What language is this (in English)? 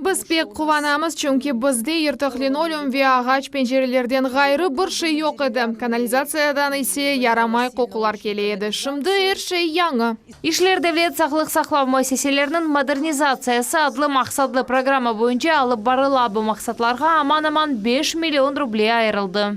Crimean Tatar